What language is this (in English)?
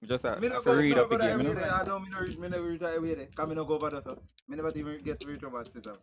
Jamaican Creole English